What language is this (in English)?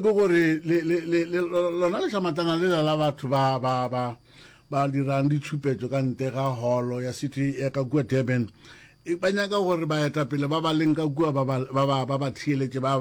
Northern Sotho